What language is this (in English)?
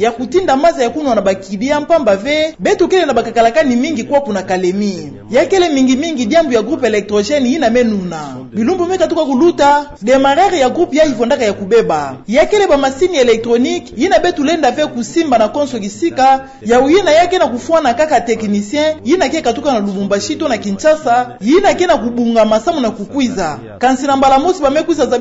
Kituba (Democratic Republic of Congo)